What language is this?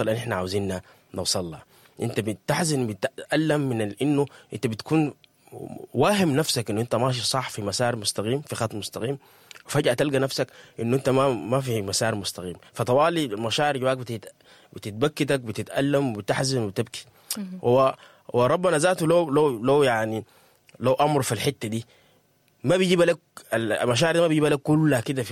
Sudanese Arabic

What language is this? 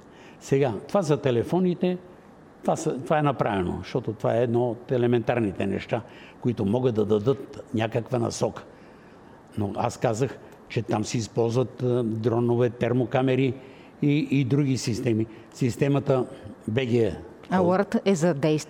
Bulgarian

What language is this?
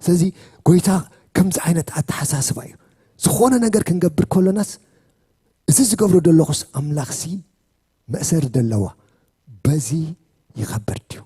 Tigrinya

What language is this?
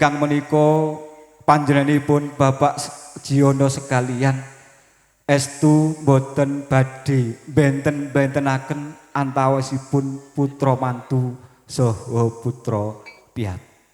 Javanese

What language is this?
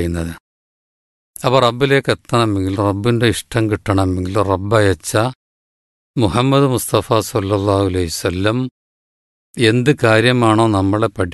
Malayalam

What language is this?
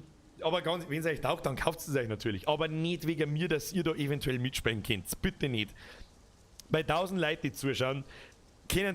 Bavarian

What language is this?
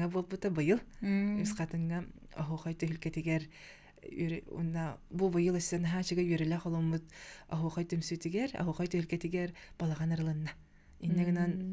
Yakut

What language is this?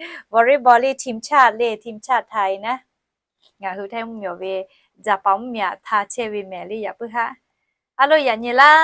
Lahu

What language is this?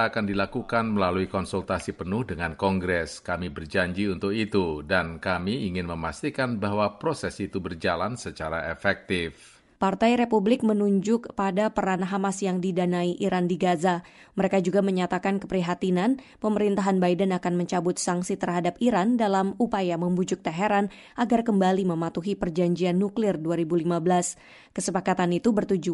Indonesian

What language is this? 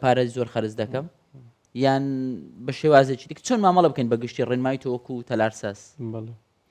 Central Kurdish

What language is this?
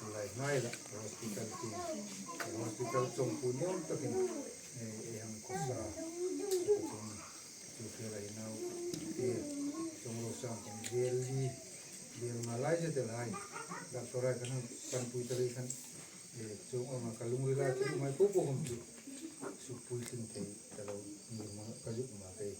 Hmar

